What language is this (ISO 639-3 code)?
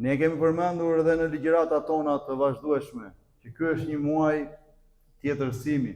sqi